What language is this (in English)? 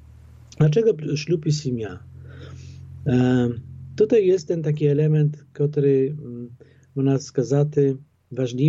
Polish